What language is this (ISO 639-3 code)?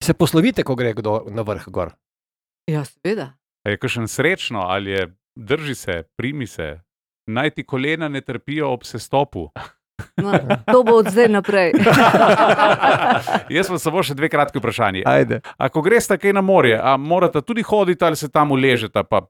slv